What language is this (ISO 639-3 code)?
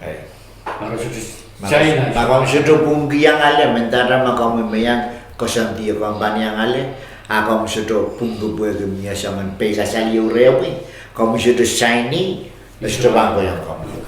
pon